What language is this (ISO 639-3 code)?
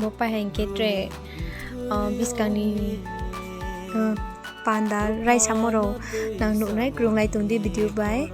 ria